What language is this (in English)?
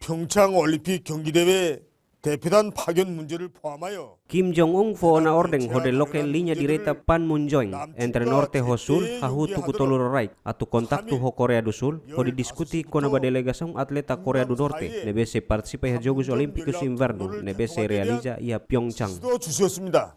Tetum